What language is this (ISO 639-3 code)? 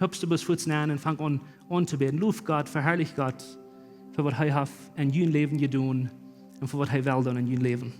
pdt